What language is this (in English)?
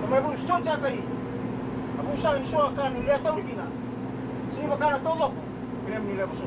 Fijian